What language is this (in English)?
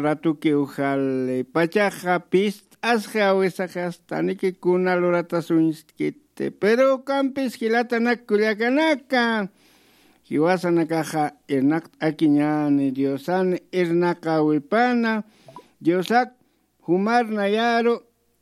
Aymara